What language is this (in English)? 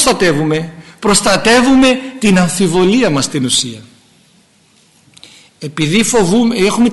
Greek